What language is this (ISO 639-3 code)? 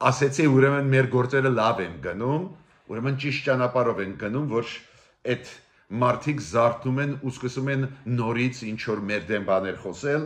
hye